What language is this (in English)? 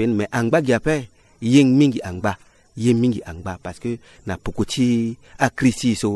Sango